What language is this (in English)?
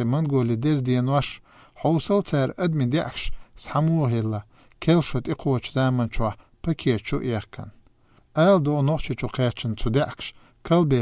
Chechen